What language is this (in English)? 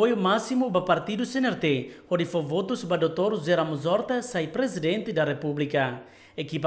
Tetum